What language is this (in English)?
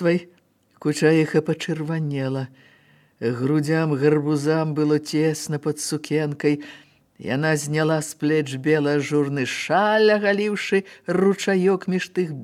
Belarusian